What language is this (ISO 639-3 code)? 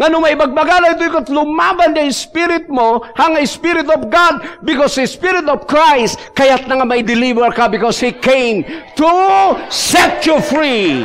ilo